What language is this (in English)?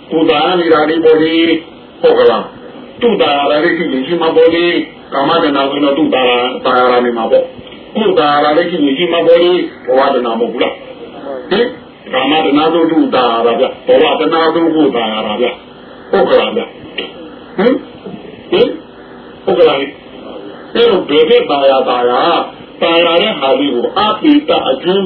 Burmese